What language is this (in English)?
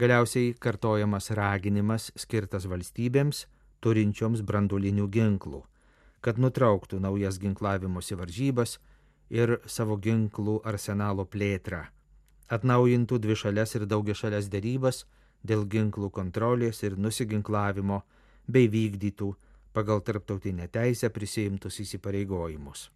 Lithuanian